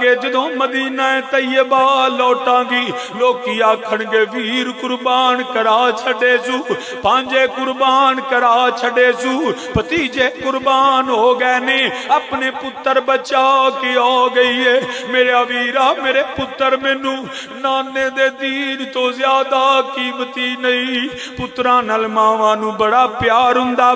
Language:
Western Panjabi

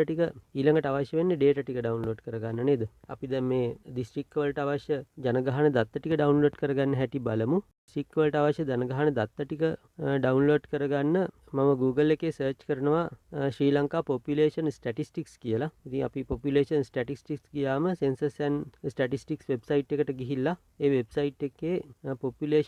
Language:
Sinhala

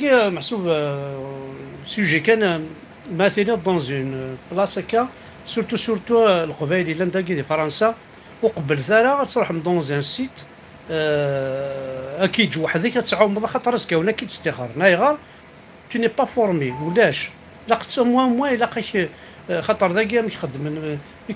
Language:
Kabyle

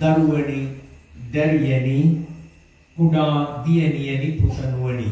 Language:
Sinhala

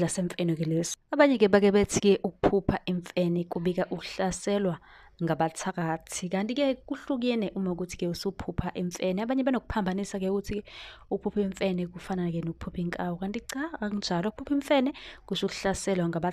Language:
Zulu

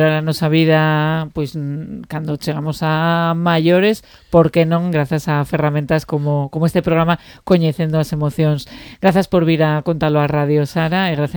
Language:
Galician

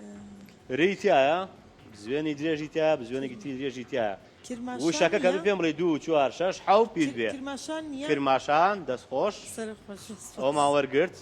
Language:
Central Kurdish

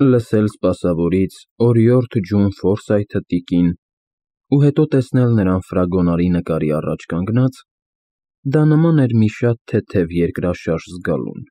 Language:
Armenian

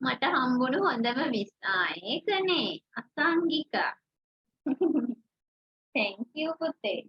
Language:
Sinhala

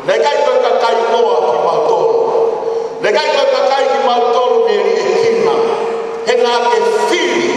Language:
Tongan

